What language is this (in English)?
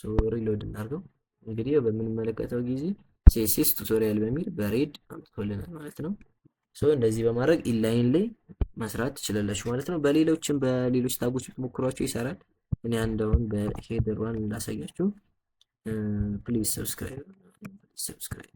Amharic